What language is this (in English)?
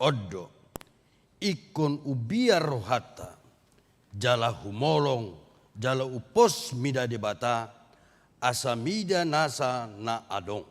Batak Toba